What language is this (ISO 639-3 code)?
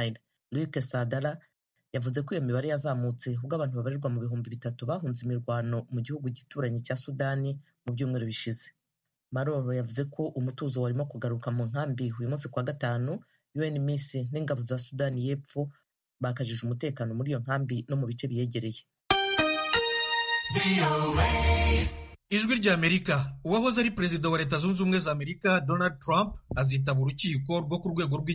kin